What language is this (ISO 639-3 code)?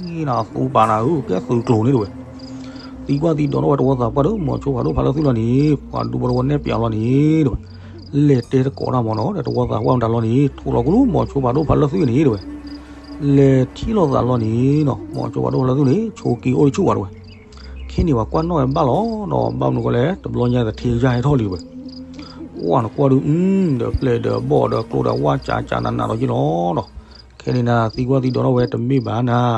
ksw